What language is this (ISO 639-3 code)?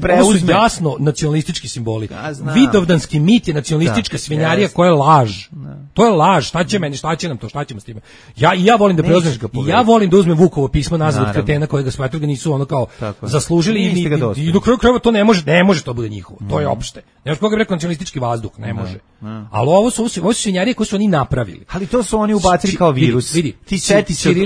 srp